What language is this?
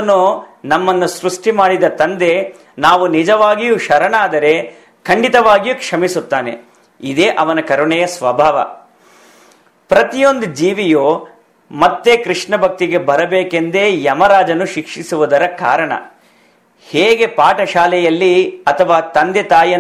Kannada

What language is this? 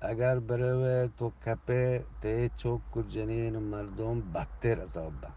Eastern Balochi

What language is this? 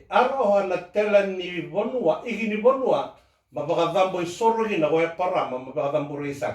Fijian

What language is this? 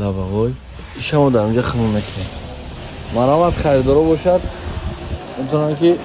Tajik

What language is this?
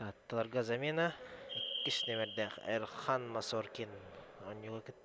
Yakut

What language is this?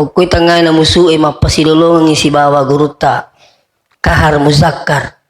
Buginese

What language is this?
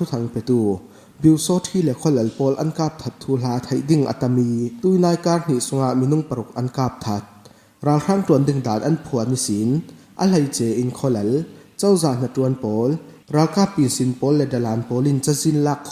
Falam Chin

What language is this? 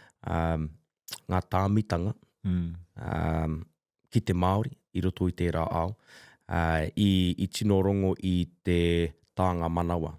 Māori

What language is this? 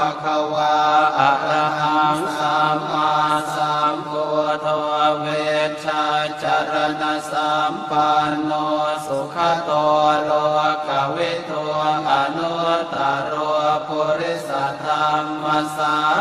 Pali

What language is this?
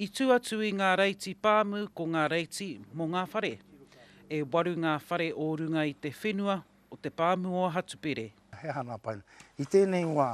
Māori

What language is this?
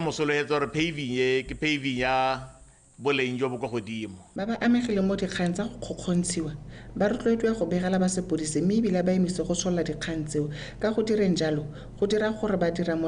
Tswana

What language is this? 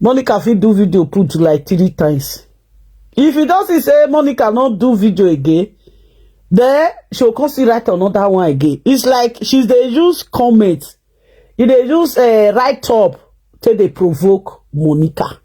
Nigerian Pidgin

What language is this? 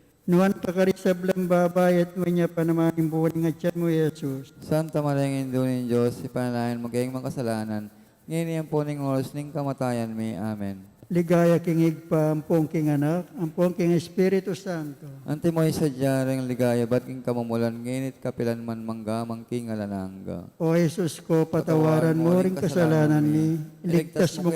Pampanga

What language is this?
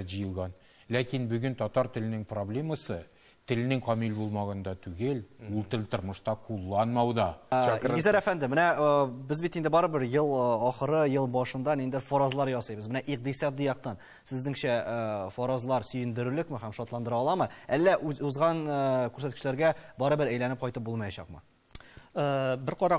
Tatar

